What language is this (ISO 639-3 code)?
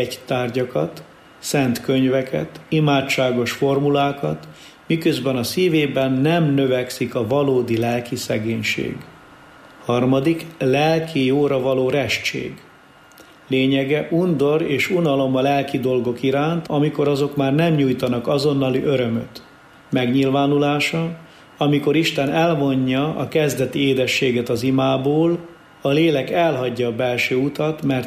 hun